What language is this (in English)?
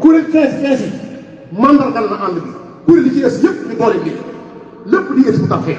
Wolof